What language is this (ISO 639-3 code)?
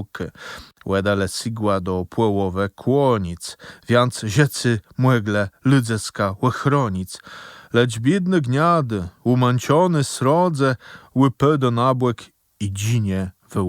csb